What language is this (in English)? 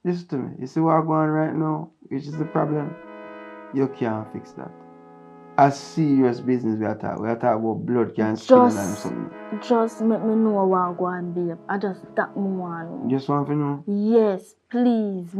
Jamaican Creole English